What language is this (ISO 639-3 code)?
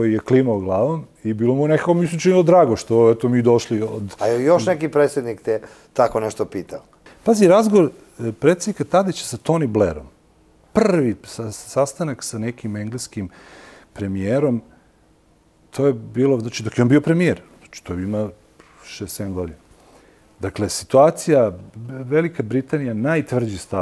srp